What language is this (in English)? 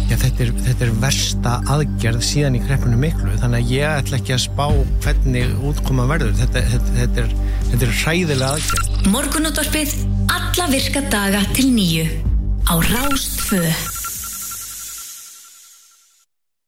Icelandic